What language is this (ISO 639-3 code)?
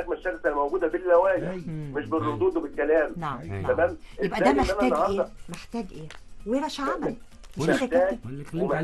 arz